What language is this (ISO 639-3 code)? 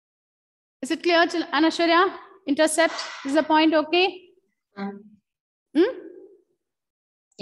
eng